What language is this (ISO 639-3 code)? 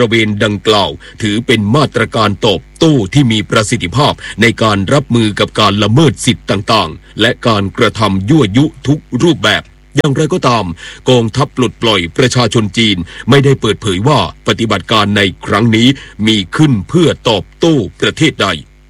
tha